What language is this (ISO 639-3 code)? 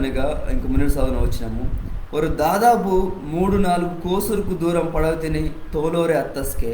kff